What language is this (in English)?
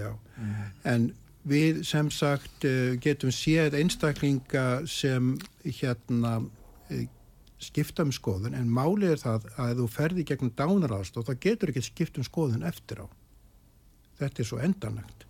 Icelandic